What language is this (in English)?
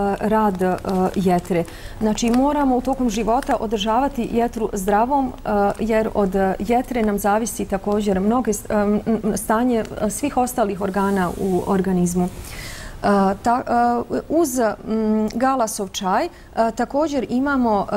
Bosnian